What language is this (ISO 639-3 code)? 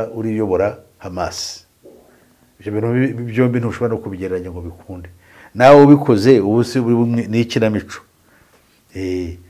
kin